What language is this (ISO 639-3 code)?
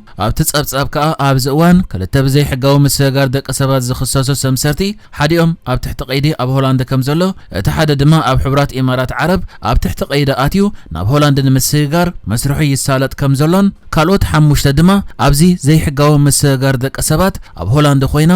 tir